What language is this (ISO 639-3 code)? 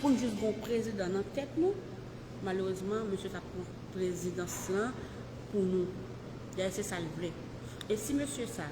hat